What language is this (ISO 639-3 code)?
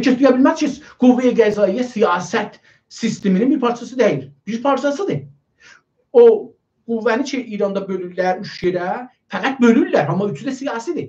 azb